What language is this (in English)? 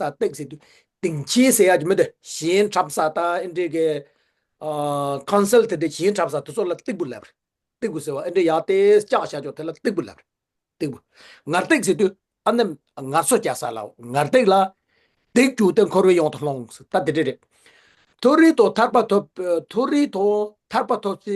Tibetan